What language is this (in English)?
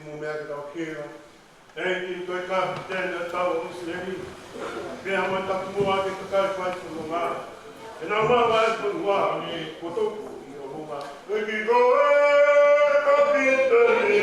Tongan